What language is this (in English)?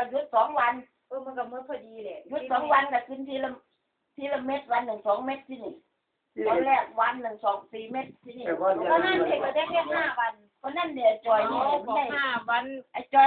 Northeastern Thai